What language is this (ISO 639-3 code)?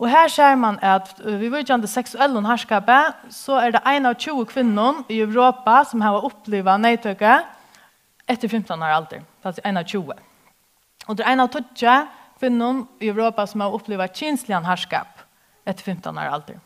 fao